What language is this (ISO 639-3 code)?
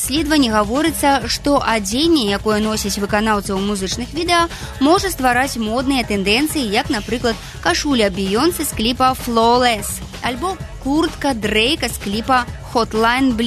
bel